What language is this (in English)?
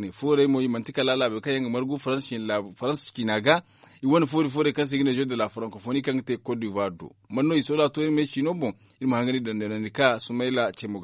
Zarma